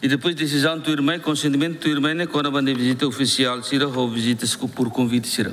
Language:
Tetum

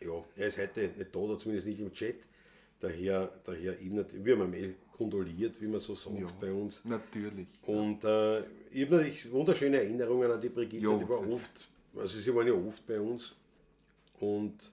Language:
Bavarian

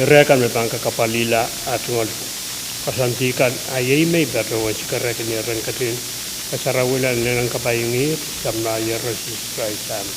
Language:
Pohnpeian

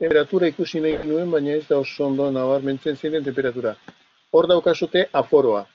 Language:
Basque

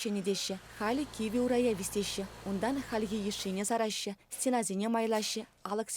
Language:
Chuvash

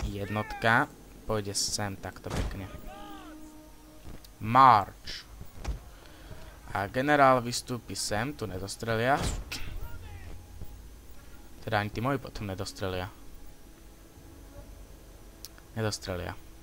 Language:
Slovak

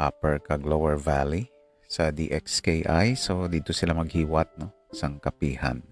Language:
Hiligaynon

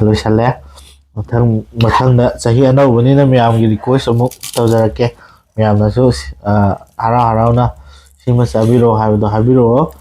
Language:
Manipuri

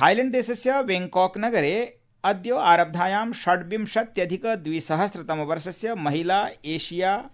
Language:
Sanskrit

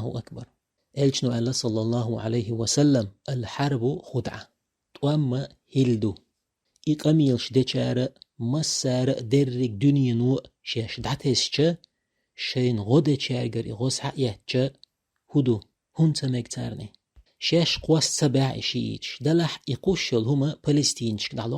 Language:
Chechen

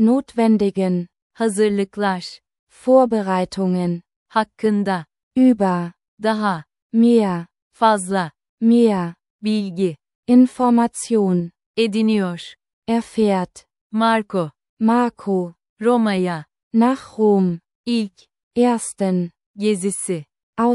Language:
Turkish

